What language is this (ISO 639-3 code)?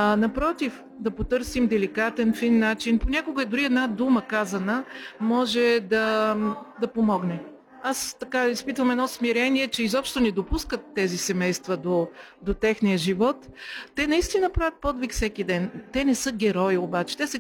bul